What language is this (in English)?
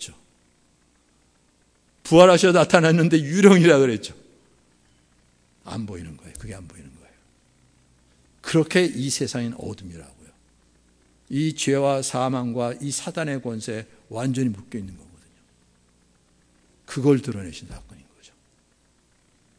Korean